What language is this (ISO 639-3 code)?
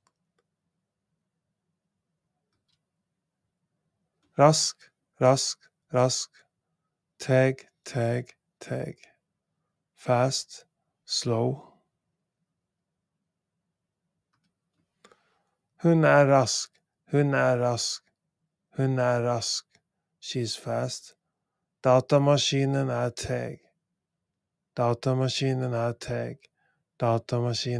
nor